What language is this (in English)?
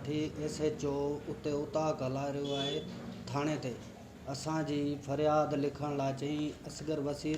Sindhi